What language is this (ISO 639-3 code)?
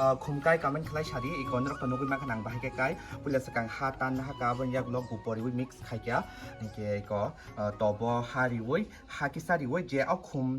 trp